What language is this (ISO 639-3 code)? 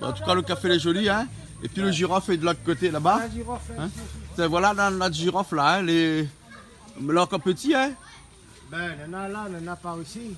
rcf